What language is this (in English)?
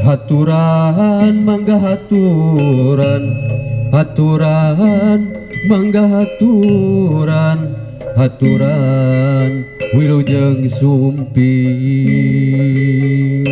Sundanese